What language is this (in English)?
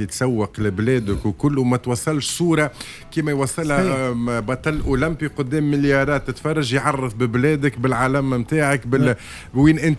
Tunisian Arabic